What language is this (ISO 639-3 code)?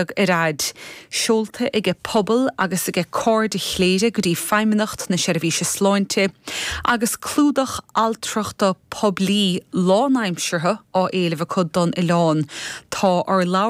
gle